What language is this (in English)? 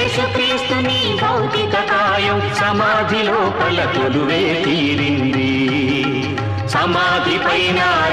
Telugu